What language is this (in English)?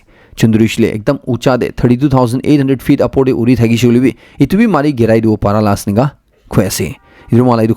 Naga Pidgin